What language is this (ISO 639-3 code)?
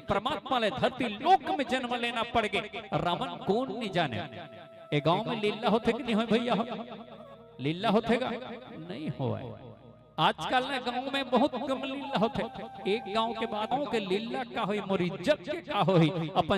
hne